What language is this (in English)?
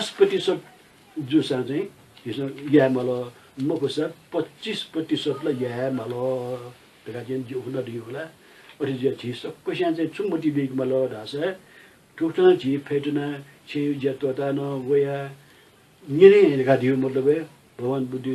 Newari